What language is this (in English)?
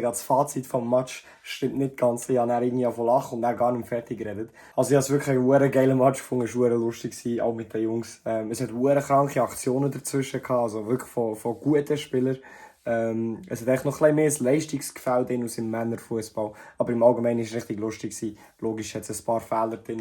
Swiss German